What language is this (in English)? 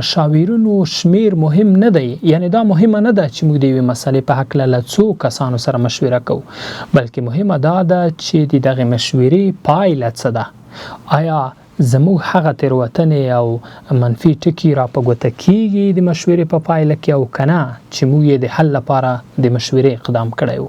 Pashto